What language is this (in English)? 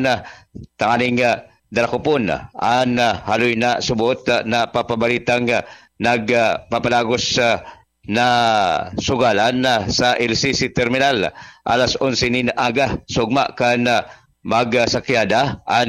Bikol